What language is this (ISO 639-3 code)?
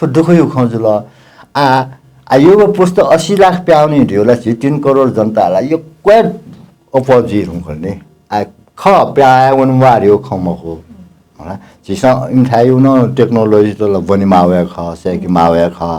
new